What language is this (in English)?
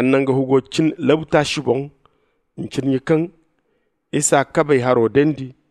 Zarma